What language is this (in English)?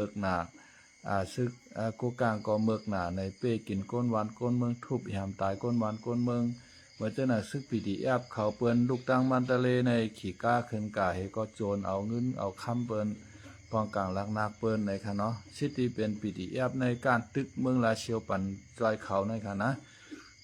Shan